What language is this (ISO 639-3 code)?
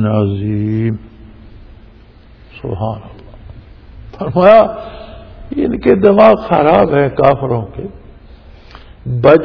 urd